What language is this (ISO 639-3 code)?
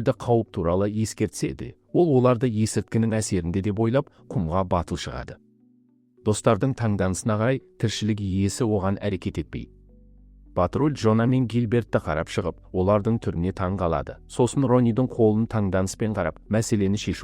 kaz